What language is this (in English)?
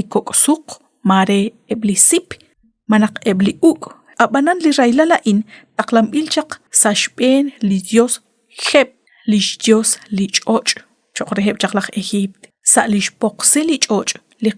Kekchí